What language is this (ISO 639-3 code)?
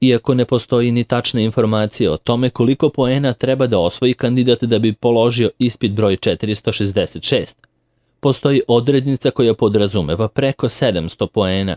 srp